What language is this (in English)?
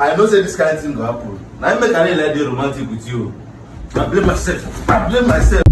Nigerian Pidgin